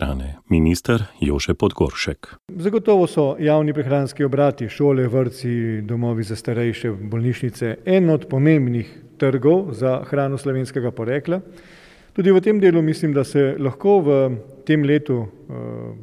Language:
Slovenian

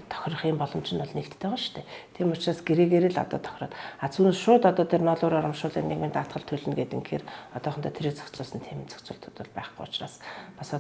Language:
Mongolian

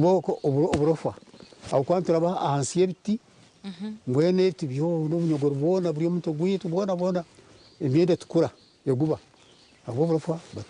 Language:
Nyankole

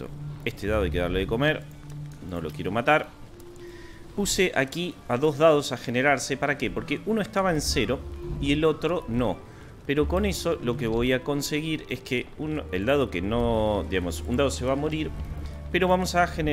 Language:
Spanish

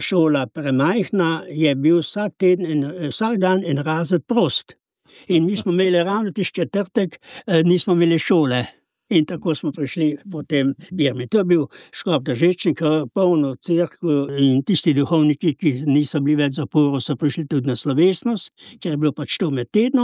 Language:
Slovenian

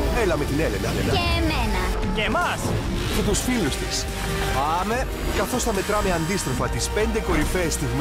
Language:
Greek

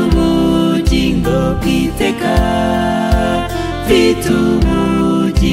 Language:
Kinyarwanda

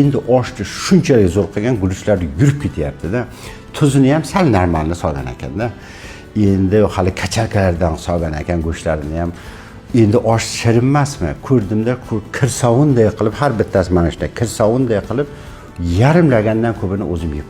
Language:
Uzbek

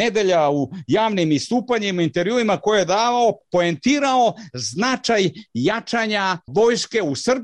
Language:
Serbian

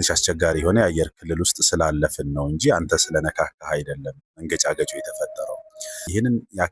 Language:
Amharic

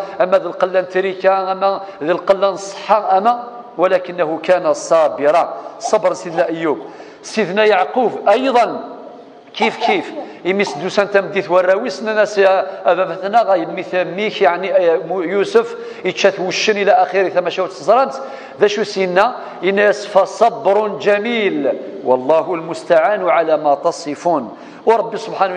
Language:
Kabyle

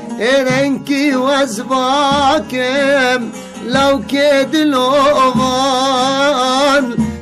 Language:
Kurdish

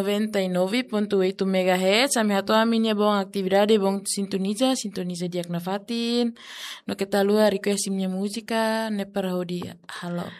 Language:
Tetum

